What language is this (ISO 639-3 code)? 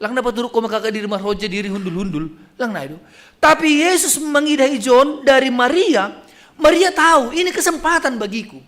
bts